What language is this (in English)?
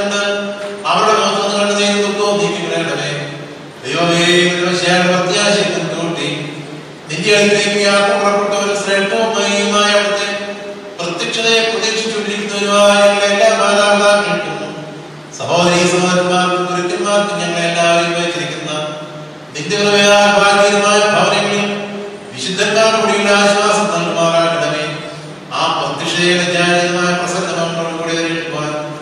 Malayalam